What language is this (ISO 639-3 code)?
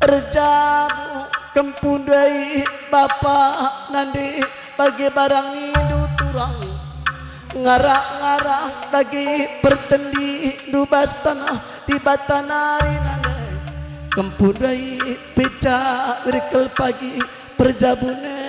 btx